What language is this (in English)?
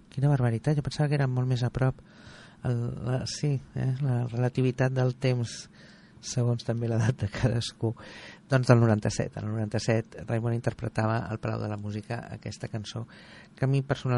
Catalan